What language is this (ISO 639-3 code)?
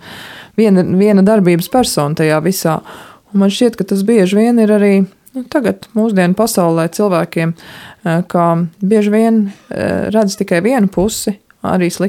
lav